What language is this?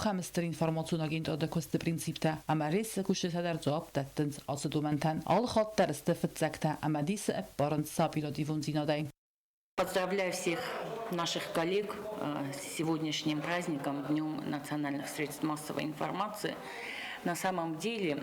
Ossetic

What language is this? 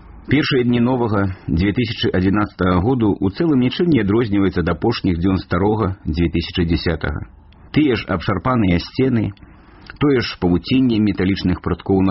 Belarusian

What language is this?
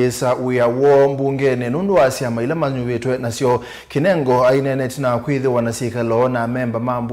Kamba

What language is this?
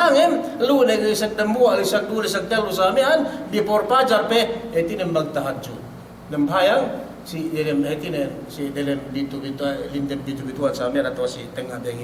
Yakan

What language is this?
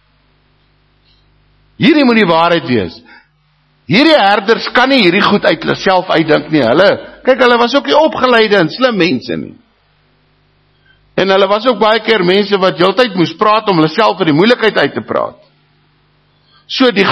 Afrikaans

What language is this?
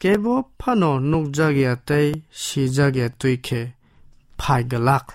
Kok Borok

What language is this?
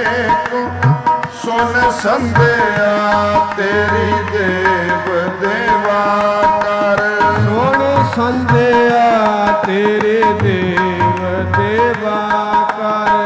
Punjabi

